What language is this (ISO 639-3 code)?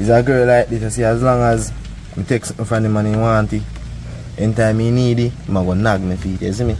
jam